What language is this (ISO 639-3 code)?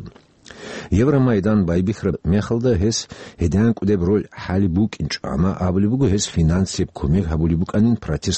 ava